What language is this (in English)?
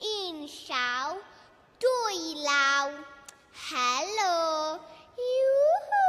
Welsh